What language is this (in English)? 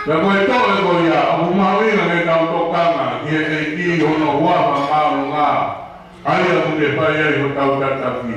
Tongan